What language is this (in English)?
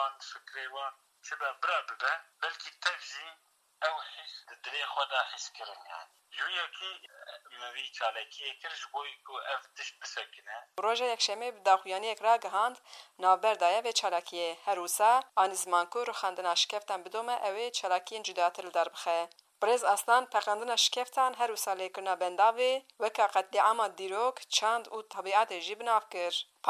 Kurdish